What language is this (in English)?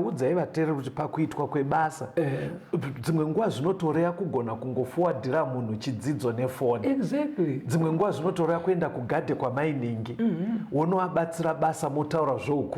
Shona